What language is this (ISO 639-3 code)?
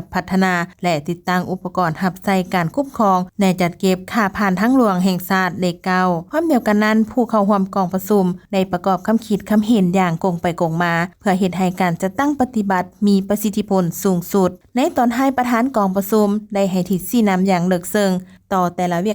lao